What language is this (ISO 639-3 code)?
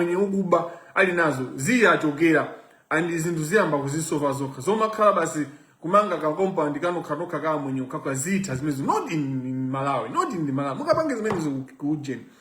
nya